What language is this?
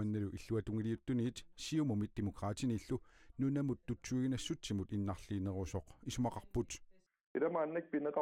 Kalaallisut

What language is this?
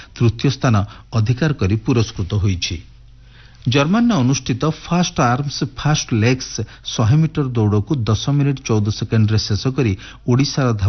Odia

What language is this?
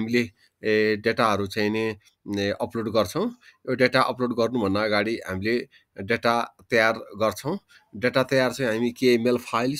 Nepali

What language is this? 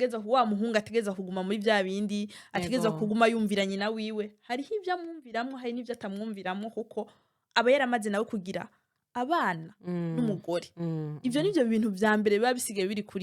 Rundi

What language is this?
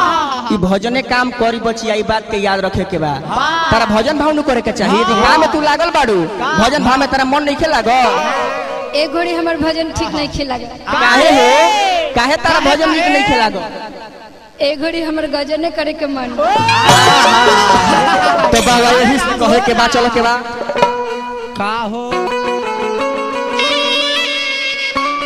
Bhojpuri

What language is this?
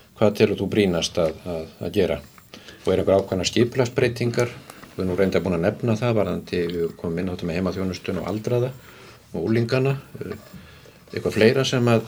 Icelandic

